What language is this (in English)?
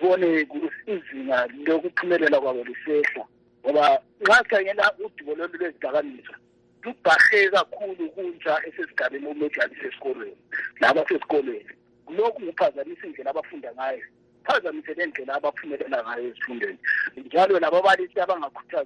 North Ndebele